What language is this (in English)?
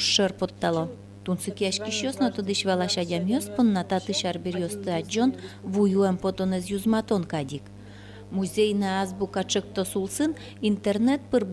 Udmurt